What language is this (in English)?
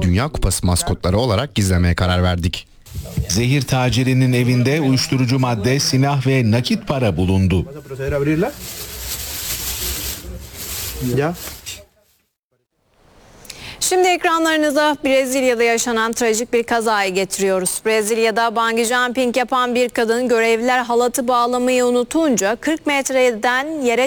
Turkish